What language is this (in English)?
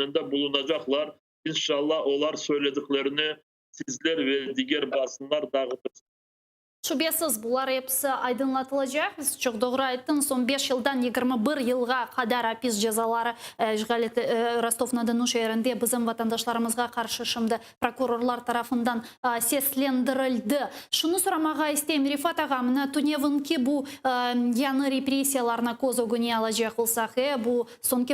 Crimean Tatar